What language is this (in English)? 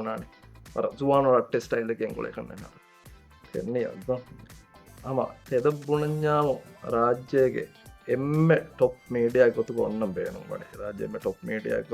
Divehi